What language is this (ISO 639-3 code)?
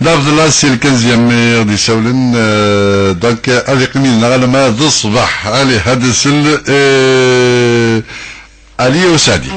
kab